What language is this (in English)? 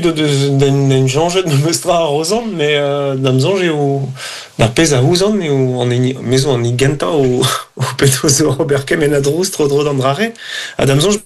Breton